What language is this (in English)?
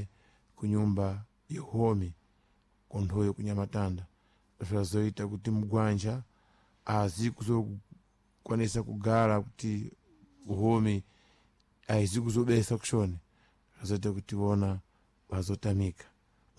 Sena